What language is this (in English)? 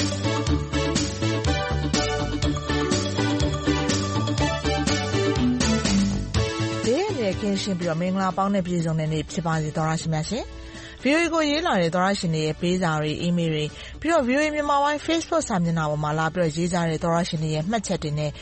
Burmese